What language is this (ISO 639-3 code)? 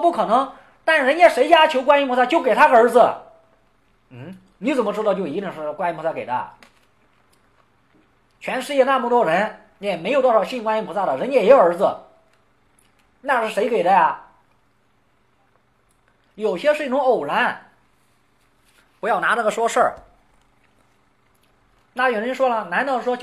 zho